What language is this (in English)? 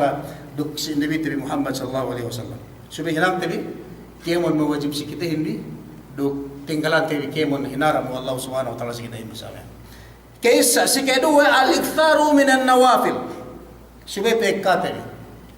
Yakan